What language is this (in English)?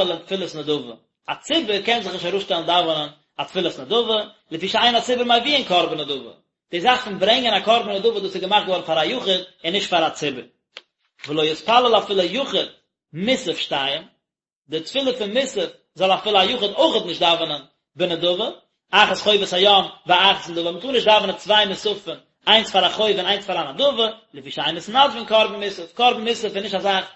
Yiddish